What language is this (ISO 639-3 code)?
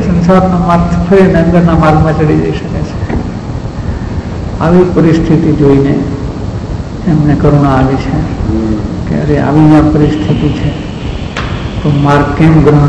guj